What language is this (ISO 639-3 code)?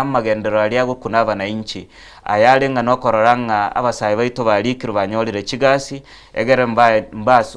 guz